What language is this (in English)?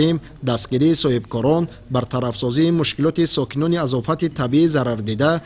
Tajik